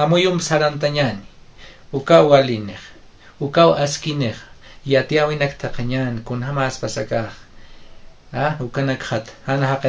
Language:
Aymara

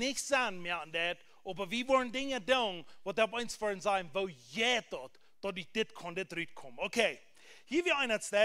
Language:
Plautdietsch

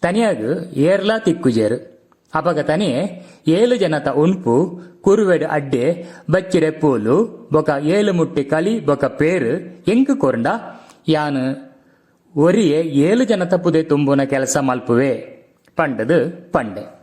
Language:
Tulu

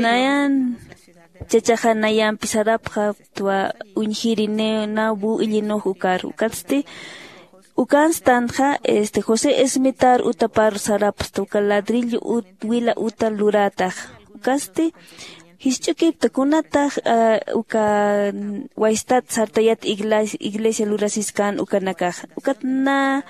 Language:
Aymara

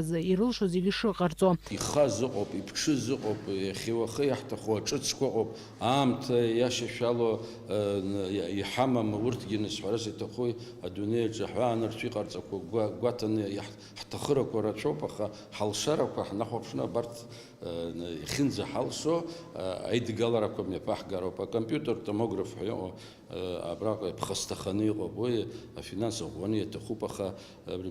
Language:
Abkhazian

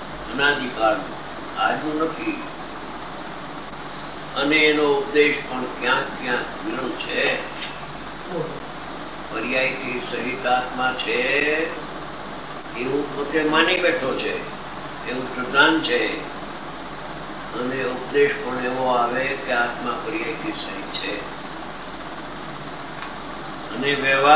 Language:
Gujarati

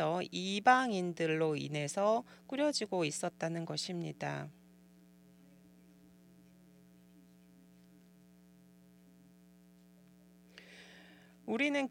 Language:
Korean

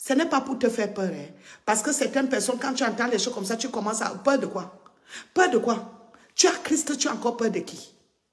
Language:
French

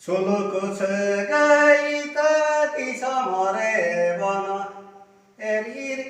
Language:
Santali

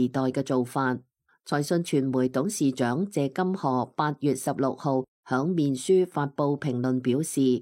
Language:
Cantonese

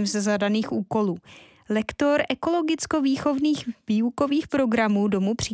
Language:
Czech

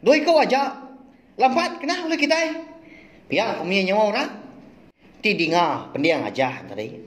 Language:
Iban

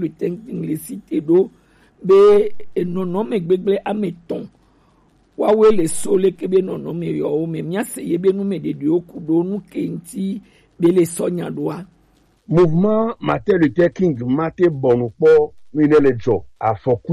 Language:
Gen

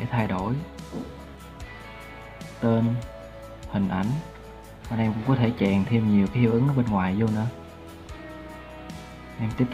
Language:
Vietnamese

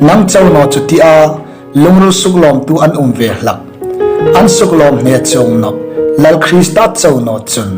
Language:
Hmar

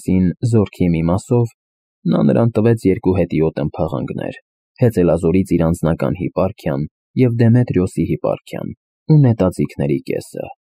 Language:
Armenian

